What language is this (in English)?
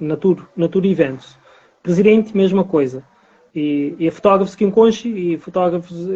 Kabuverdianu